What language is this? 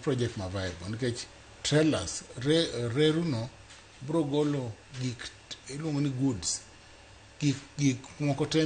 Luo (Kenya and Tanzania)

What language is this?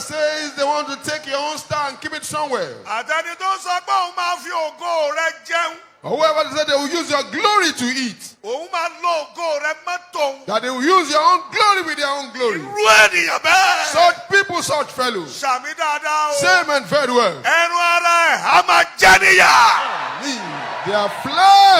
Yoruba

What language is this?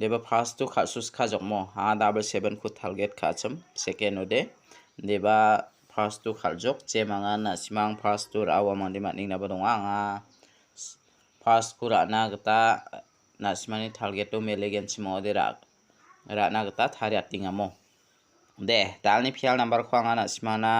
Garo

